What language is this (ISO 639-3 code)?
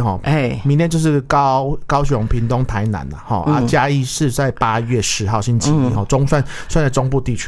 nan